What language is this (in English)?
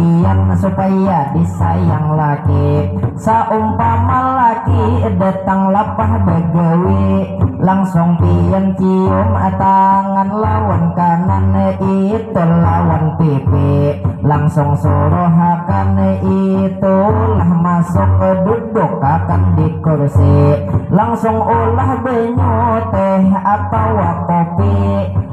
Banjar